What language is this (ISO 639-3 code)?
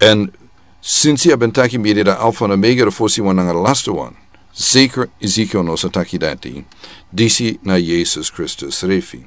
srn